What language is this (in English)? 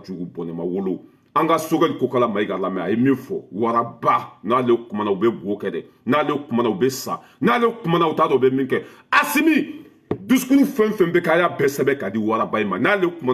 Bambara